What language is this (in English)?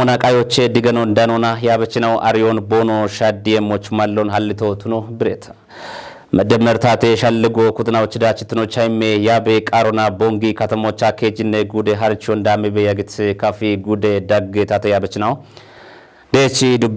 Kafa